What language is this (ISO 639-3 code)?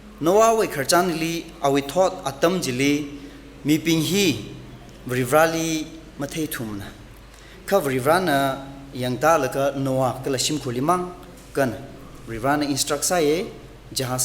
nmf